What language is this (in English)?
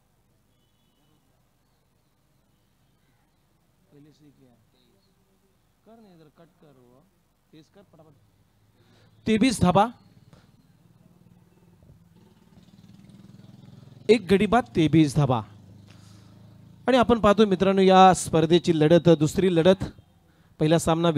Marathi